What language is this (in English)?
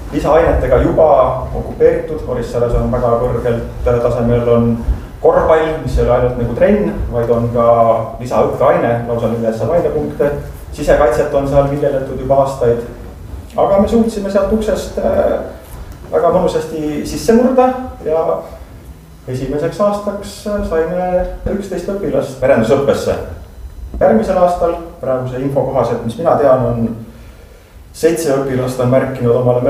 Estonian